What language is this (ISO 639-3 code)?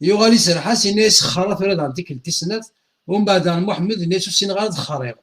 kab